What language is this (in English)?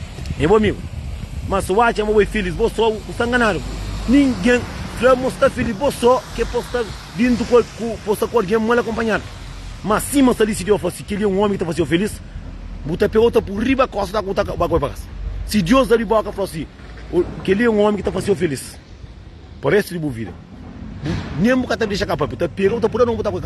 Kabuverdianu